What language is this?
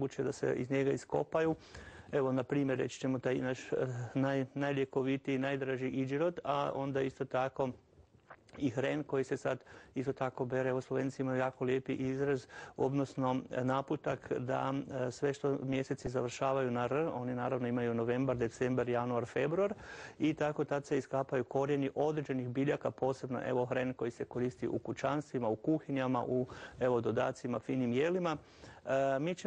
Croatian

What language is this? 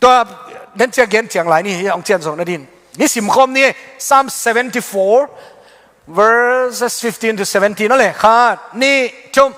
Tedim Chin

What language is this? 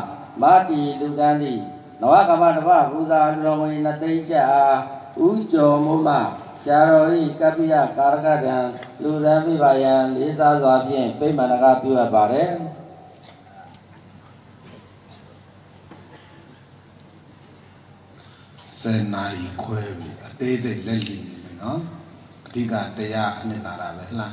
Burmese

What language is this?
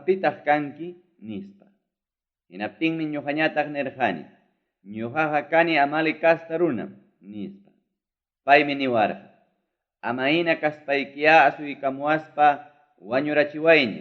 Ayacucho Quechua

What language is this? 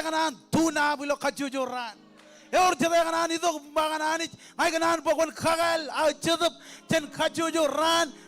Marshallese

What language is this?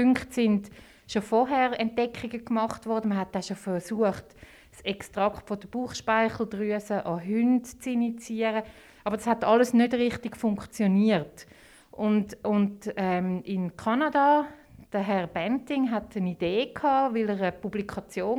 German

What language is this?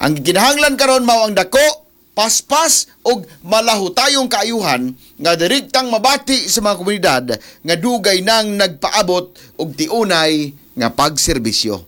Cebuano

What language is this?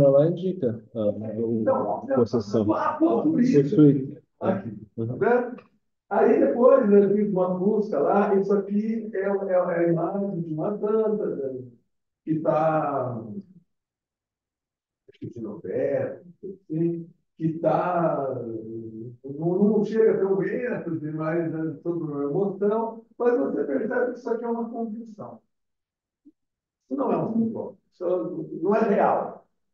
Portuguese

